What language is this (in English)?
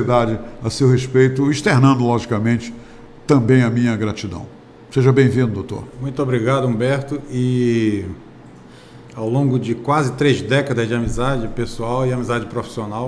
Portuguese